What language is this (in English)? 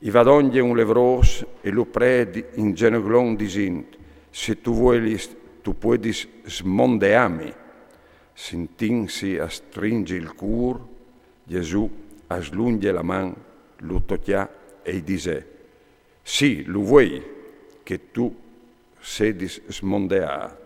Friulian